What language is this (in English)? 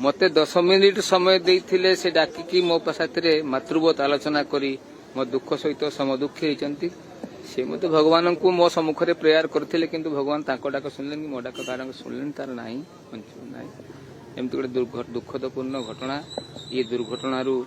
Odia